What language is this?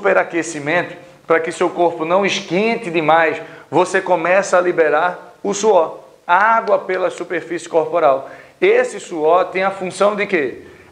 Portuguese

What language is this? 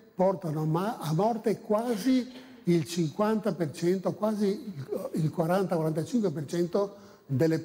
Italian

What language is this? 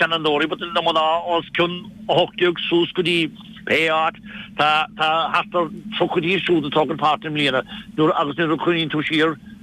Irish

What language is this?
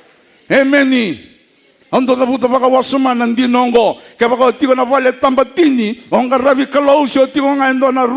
Fijian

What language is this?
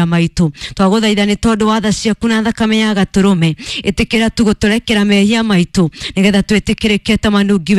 Kikuyu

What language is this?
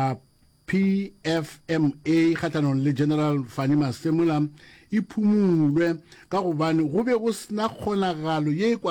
Northern Sotho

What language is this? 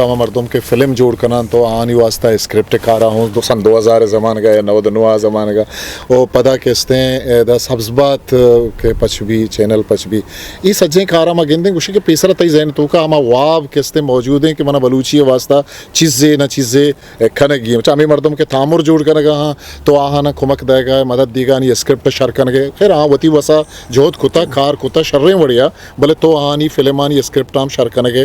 Eastern Balochi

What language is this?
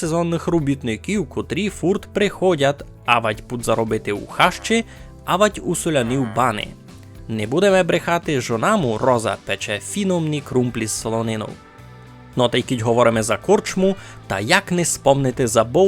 Rusyn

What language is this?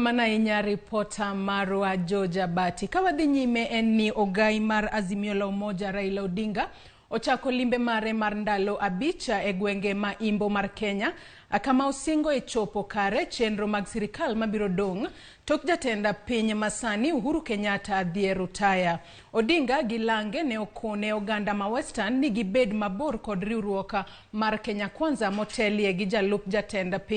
Luo (Kenya and Tanzania)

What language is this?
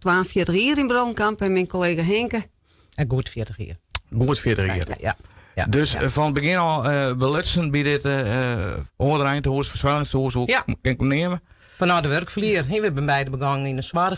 Western Frisian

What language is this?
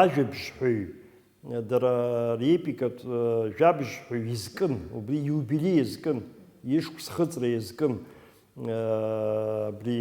Abkhazian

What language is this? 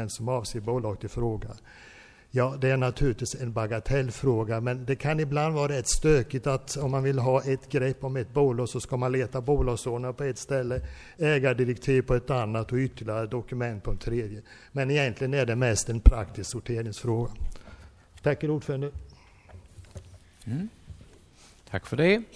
Swedish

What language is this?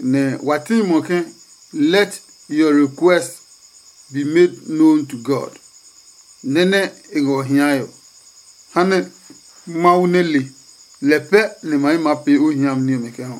Adangme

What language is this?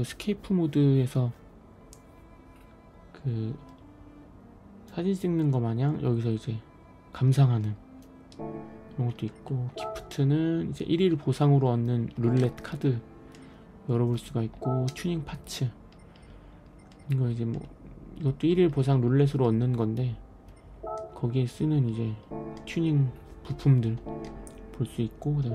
Korean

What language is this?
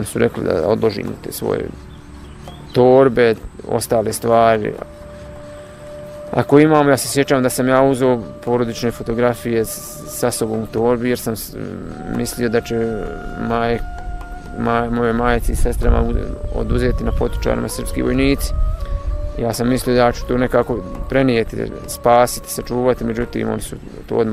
Bosnian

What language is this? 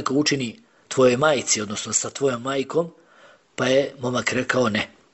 Bosnian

